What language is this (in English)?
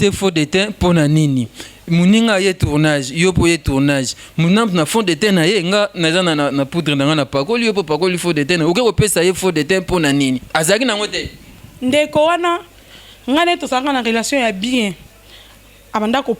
Lingala